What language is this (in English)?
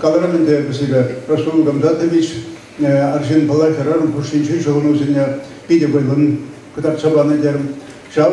Chuvash